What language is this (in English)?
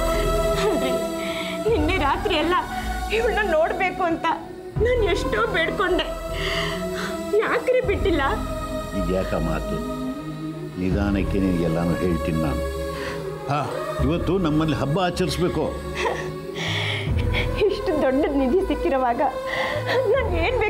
Kannada